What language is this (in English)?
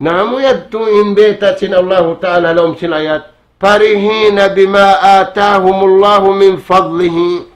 Tausug